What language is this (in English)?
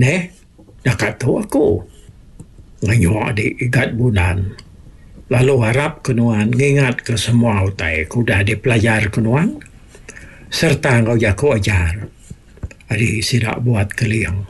Iban